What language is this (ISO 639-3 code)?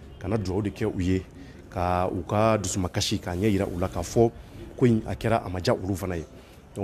bam